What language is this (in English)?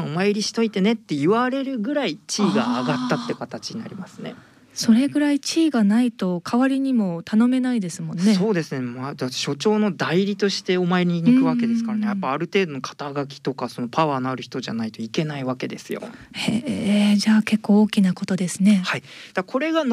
Japanese